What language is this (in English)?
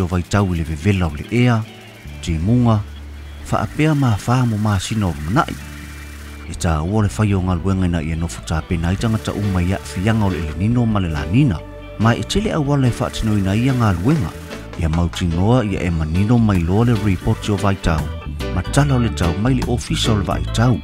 Samoan